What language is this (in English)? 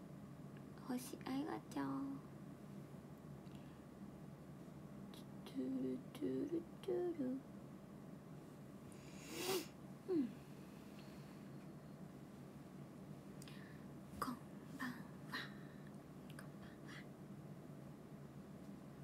Japanese